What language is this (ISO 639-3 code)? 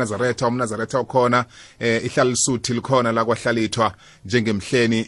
nbl